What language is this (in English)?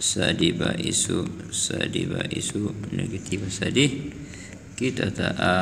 Oromo